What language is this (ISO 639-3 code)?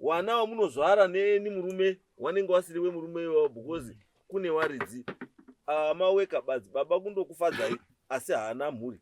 sna